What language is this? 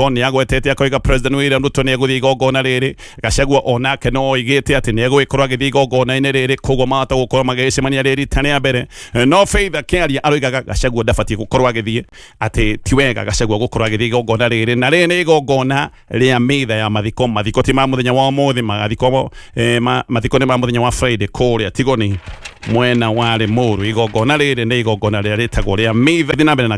Kikuyu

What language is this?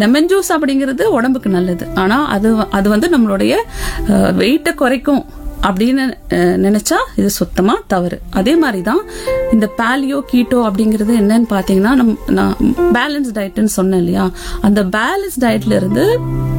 Tamil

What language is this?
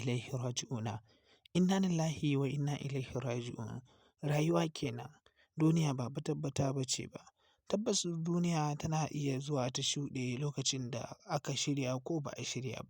Hausa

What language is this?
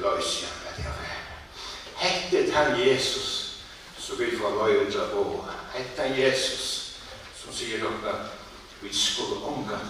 Faroese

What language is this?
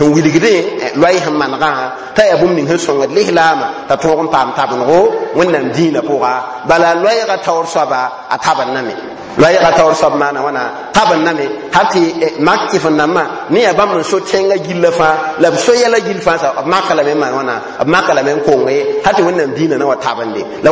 Mossi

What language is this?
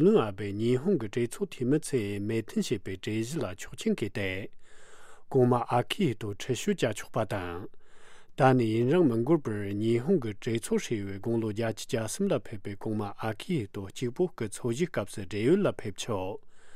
Tibetan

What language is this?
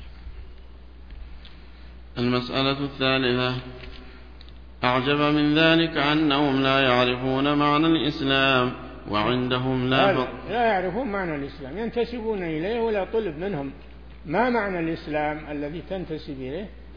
Arabic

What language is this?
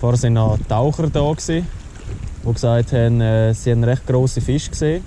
Swiss German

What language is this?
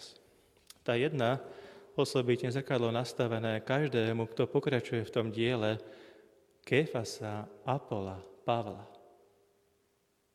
Slovak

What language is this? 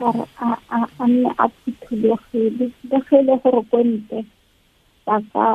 Tswana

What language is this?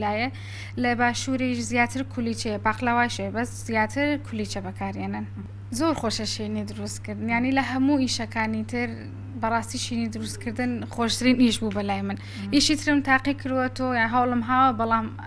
Central Kurdish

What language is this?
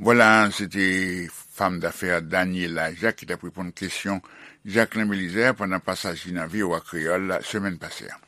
Haitian Creole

